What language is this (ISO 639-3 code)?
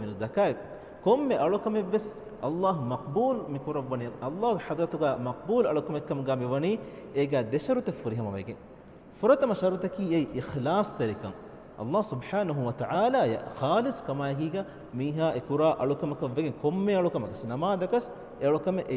div